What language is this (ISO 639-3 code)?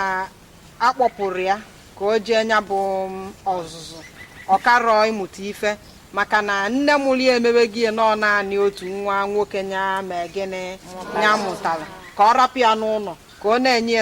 ibo